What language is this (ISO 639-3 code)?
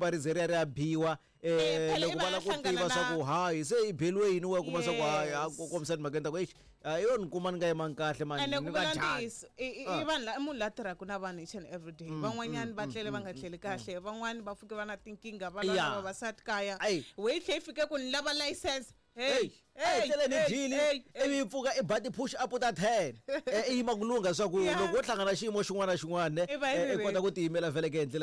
tso